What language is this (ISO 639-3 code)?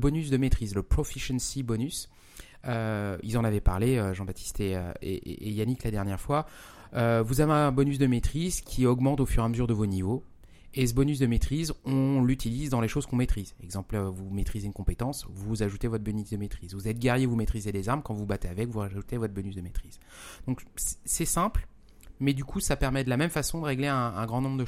fra